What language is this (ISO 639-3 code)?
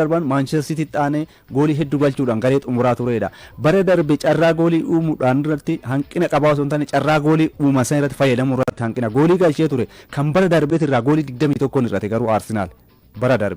orm